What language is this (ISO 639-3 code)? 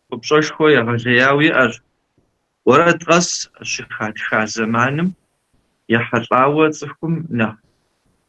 kbd